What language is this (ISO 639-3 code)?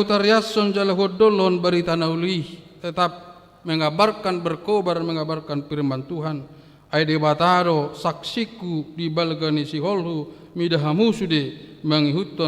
bbc